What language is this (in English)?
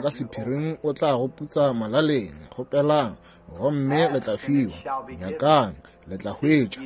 Northern Sotho